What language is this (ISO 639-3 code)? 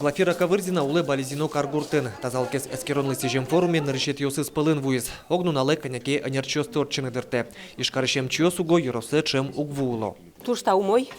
udm